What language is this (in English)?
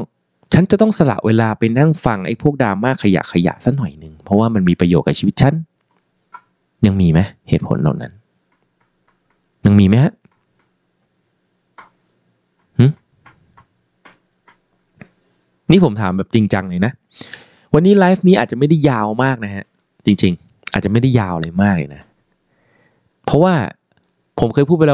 Thai